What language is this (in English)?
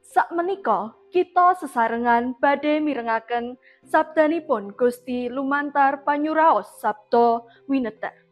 Javanese